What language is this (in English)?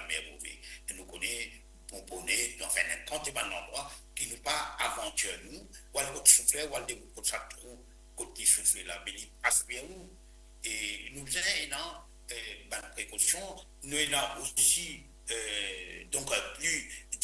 Morisyen